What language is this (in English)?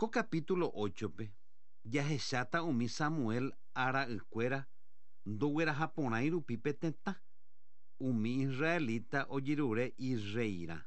Guarani